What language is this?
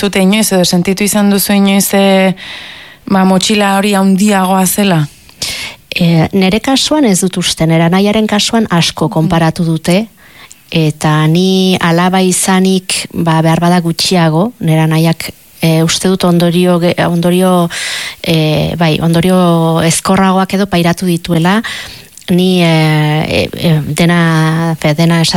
Basque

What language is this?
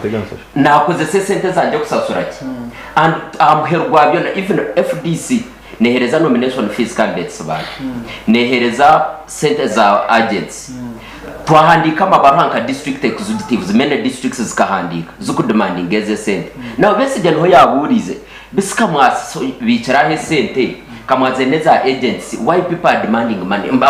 Nyankole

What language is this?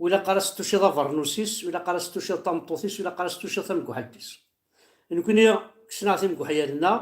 Kabyle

